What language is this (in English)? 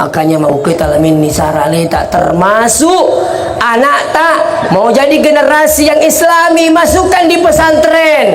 Buginese